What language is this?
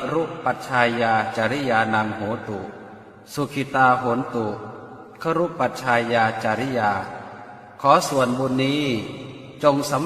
Pali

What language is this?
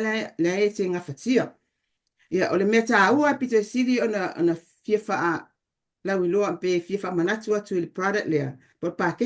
Samoan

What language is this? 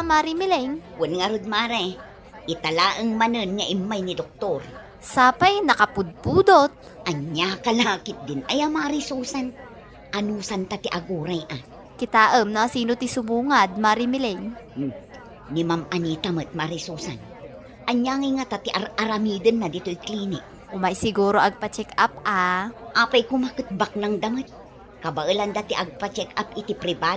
Iloko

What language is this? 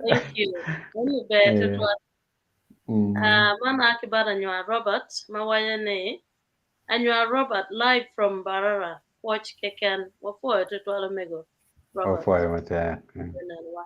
Acoli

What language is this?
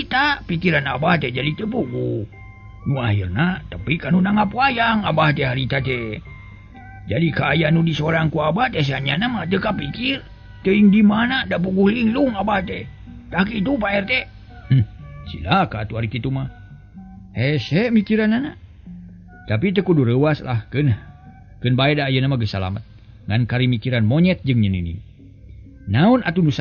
Sundanese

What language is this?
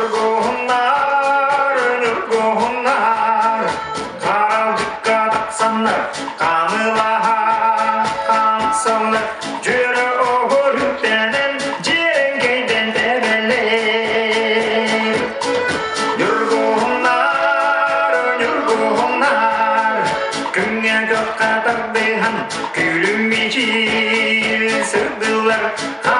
Yakut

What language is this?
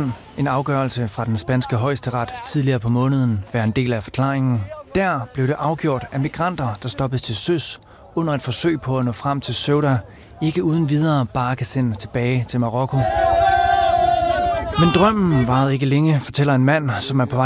Danish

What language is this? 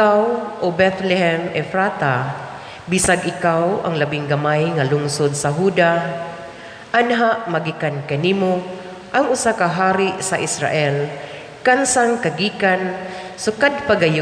Cebuano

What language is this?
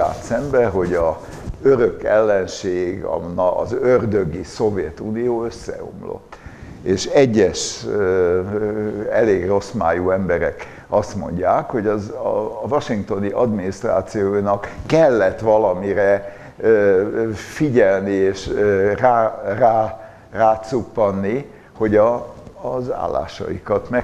Hungarian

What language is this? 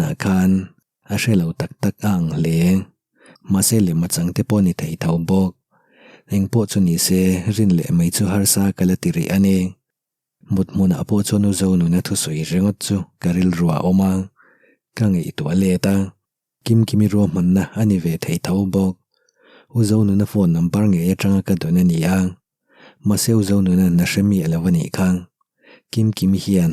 Mizo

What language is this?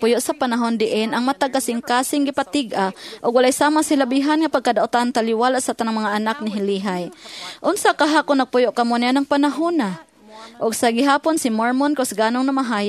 Cebuano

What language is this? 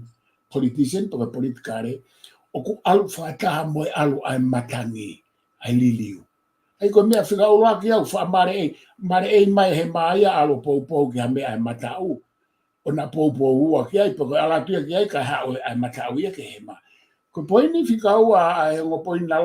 Tongan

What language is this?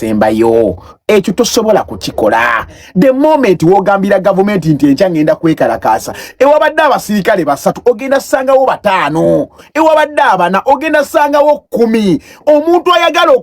Ganda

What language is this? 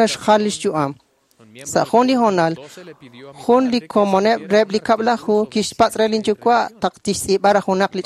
Kekchí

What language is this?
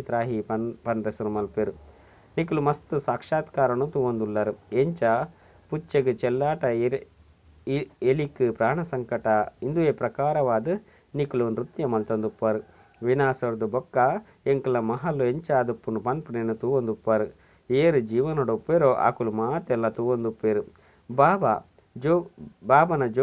Tulu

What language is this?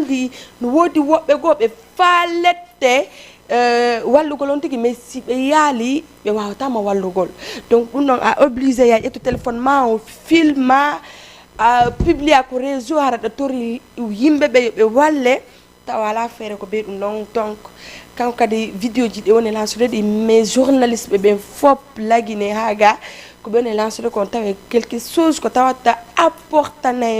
Fula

